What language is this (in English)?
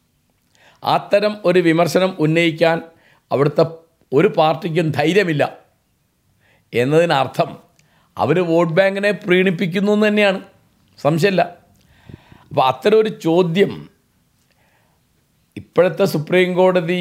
Malayalam